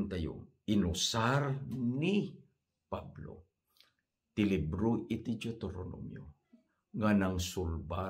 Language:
Iloko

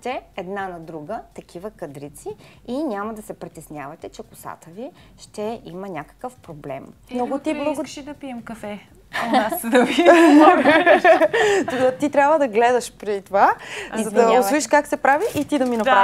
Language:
Bulgarian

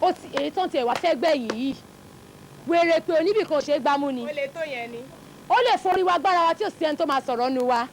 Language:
Yoruba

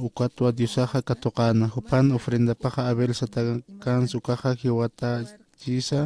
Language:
Aymara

